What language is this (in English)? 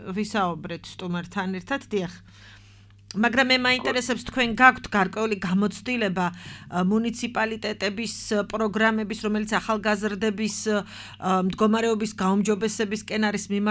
Georgian